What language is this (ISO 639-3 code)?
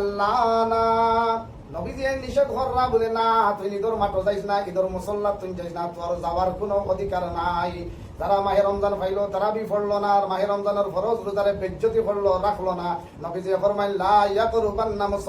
syl